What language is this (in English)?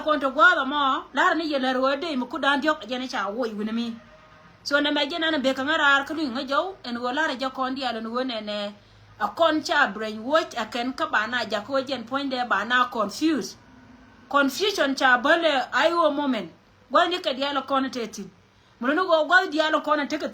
Nuer